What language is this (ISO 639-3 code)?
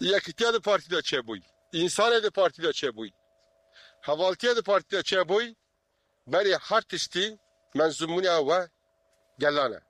kur